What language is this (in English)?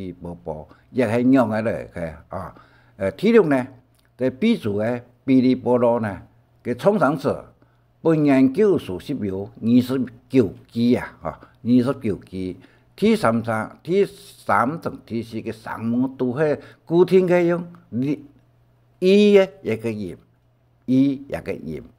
Hakka Chinese